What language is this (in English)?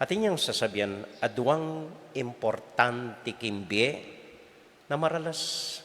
Pampanga